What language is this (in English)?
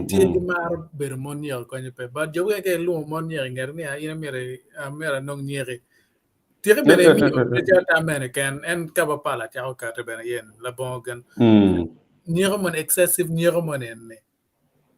Acoli